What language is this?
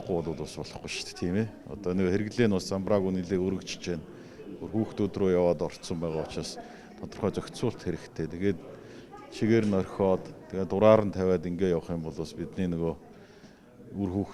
Mongolian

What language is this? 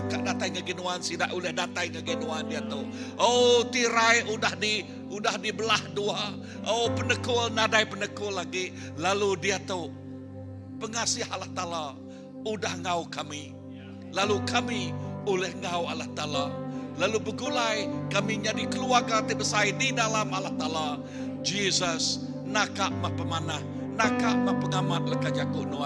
Iban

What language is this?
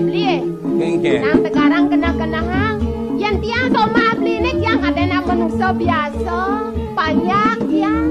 Balinese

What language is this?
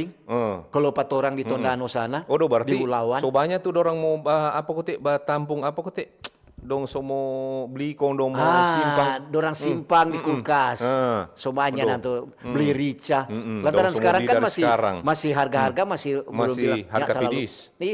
Manado Malay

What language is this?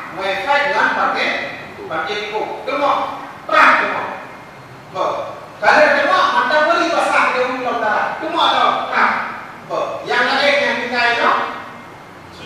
Achinese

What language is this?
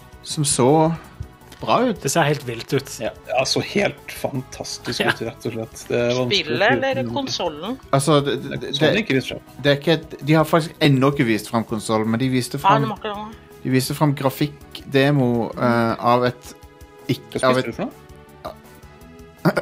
Norwegian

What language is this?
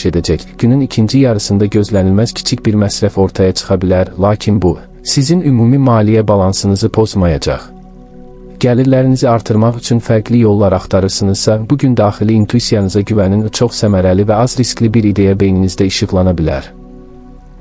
Azerbaijani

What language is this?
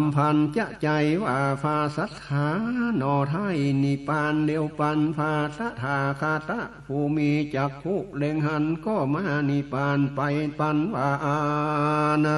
Northern Thai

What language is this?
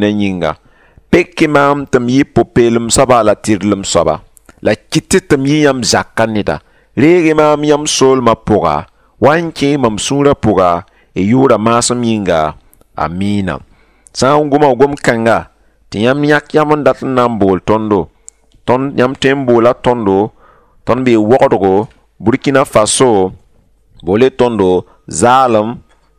Mossi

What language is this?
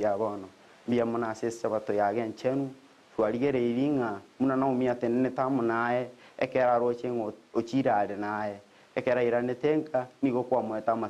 Gusii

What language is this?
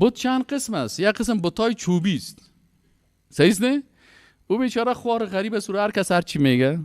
Persian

